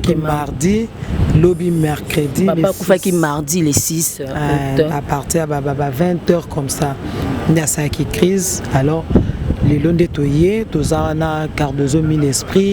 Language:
Lingala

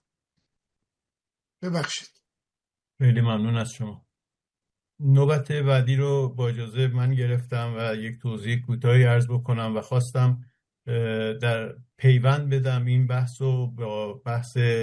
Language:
Persian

